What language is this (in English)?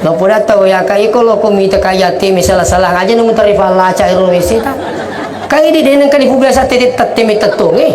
Buginese